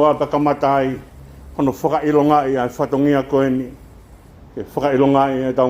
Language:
Tongan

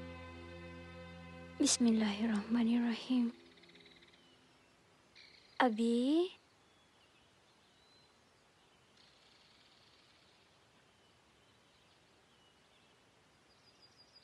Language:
Malay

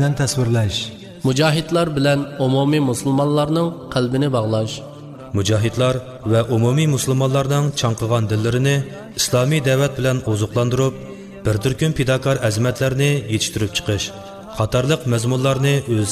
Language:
Uyghur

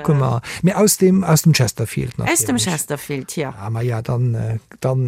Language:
Luxembourgish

